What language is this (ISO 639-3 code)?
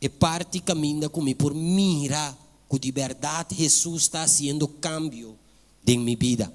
pap